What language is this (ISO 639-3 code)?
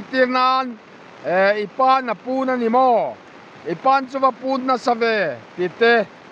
lus